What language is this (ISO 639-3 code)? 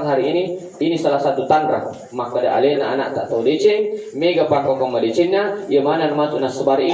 bug